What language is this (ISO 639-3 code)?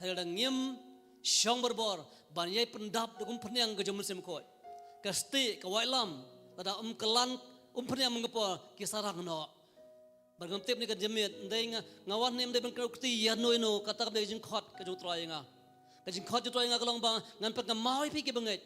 kha